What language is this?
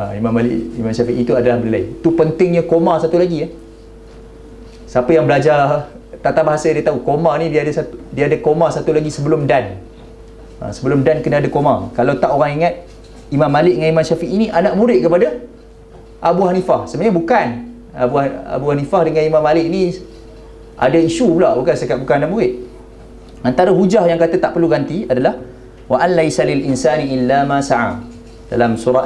Malay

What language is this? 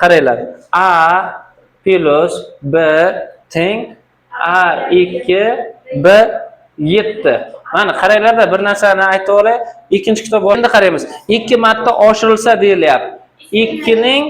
Uzbek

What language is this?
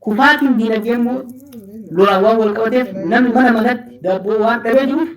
Oromo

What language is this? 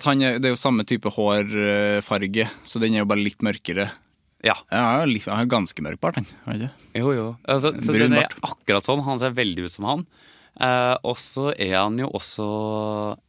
Norwegian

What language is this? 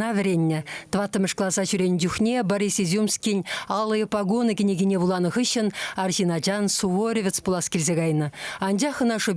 Chuvash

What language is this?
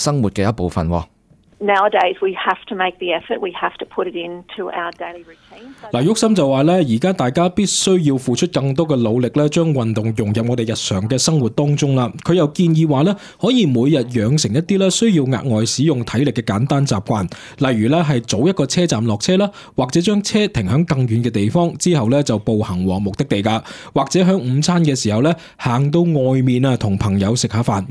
Cantonese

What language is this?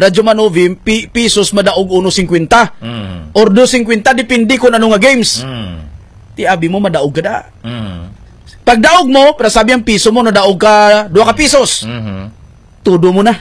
Hiligaynon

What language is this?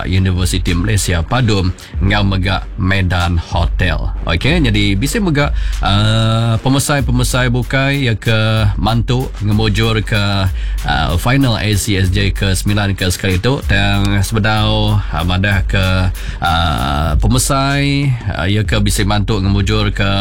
Iban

